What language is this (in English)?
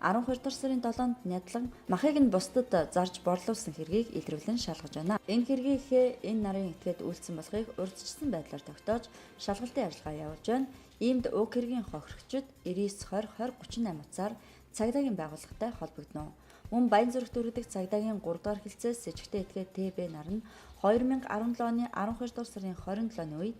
Mongolian